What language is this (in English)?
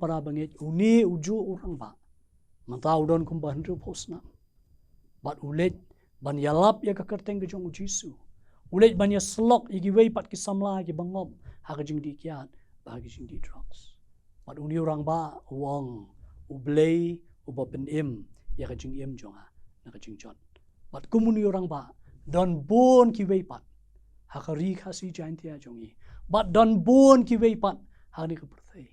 Khasi